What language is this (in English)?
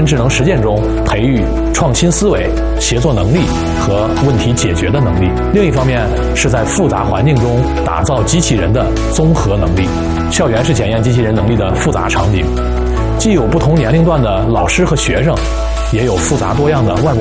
Chinese